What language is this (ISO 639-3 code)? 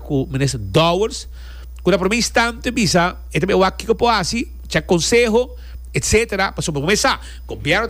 pap